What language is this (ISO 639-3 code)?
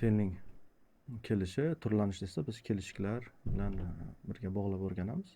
uzb